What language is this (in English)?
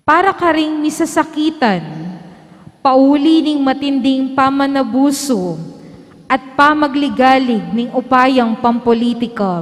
Pampanga